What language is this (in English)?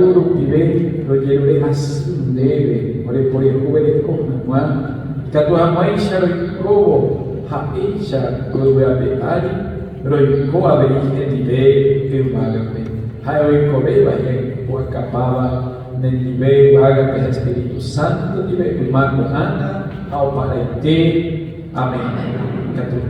Guarani